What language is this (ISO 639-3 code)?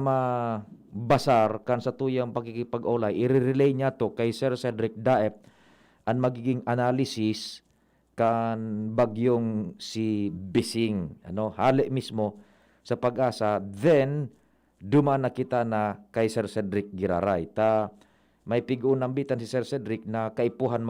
bik